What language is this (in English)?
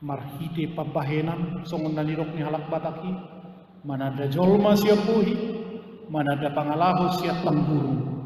Batak Toba